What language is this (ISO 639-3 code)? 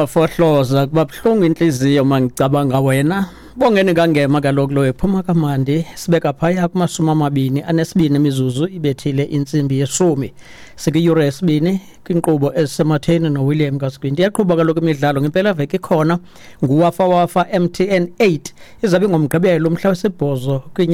xho